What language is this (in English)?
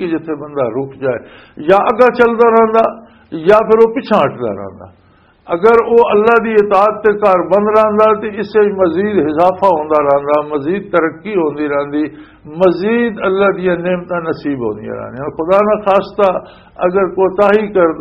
Western Panjabi